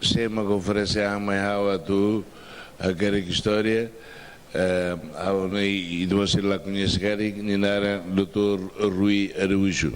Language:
Tetum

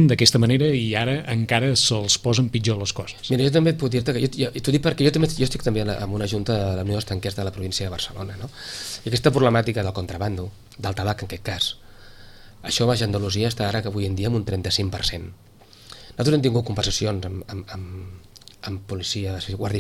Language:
Catalan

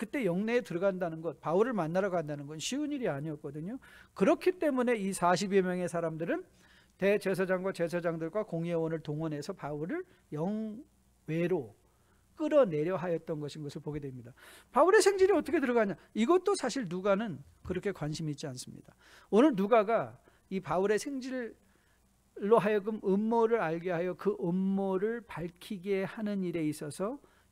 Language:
Korean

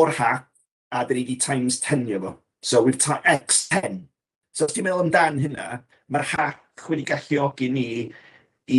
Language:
Welsh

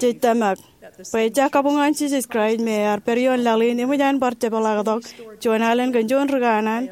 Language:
Marshallese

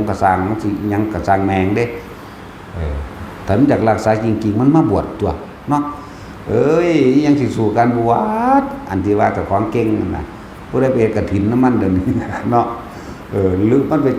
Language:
Lao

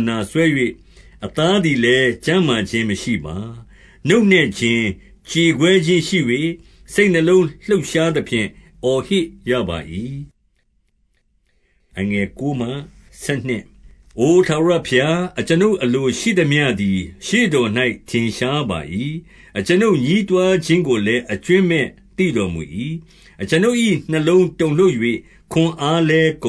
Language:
Burmese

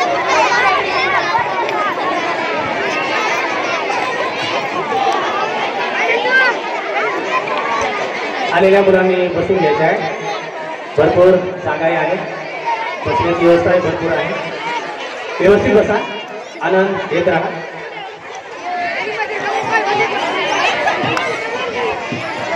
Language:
Marathi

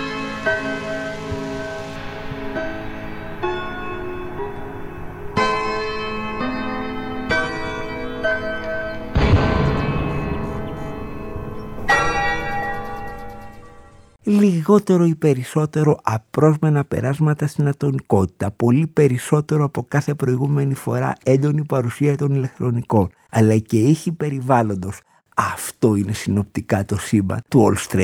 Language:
Greek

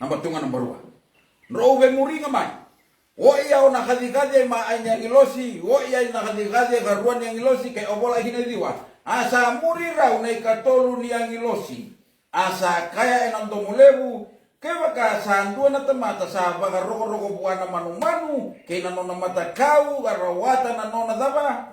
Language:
Fijian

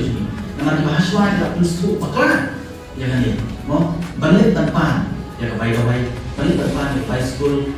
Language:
Khasi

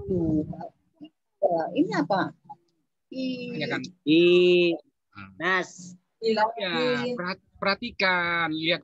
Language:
Indonesian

